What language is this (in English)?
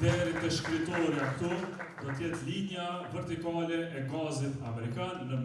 Albanian